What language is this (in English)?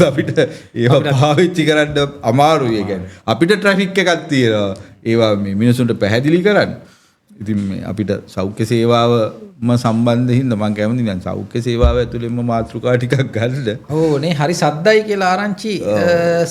Sinhala